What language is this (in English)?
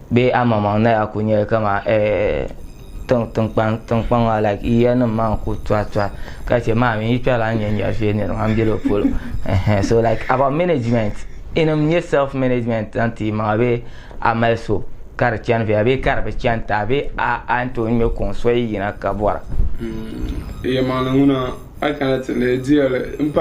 Dagbani